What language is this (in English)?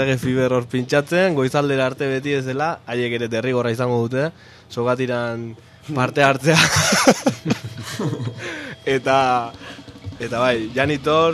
Basque